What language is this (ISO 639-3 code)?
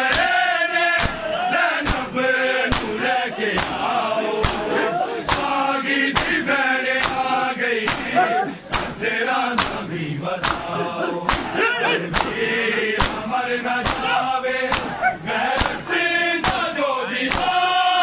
hin